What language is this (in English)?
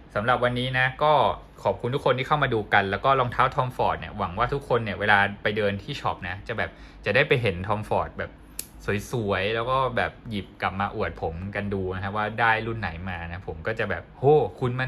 Thai